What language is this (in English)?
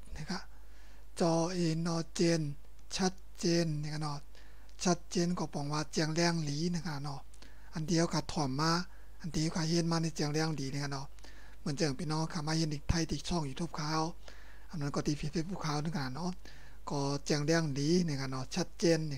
Shan